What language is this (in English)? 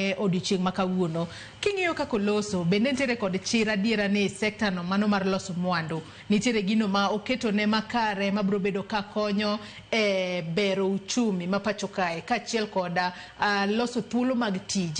Luo (Kenya and Tanzania)